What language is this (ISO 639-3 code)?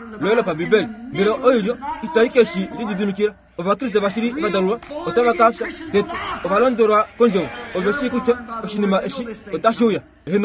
kua